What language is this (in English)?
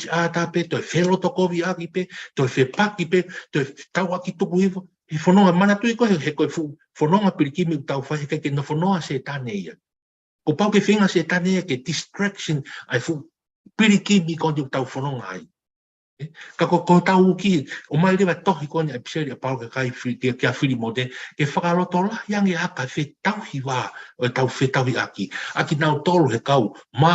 Tongan